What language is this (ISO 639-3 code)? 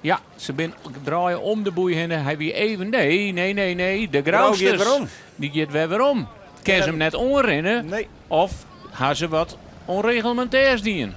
fry